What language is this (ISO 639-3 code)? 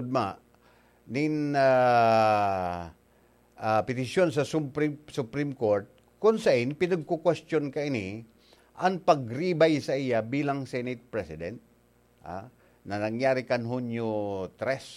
bik